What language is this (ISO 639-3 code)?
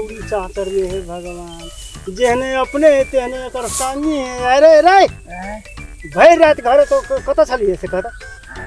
mai